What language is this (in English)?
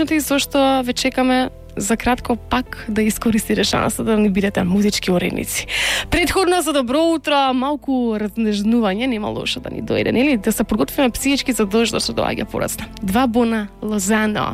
Macedonian